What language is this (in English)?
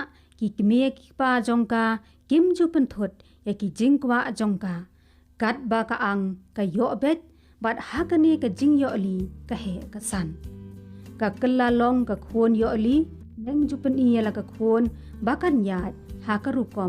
Khasi